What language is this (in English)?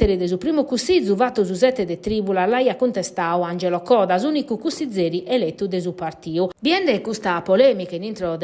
Sardinian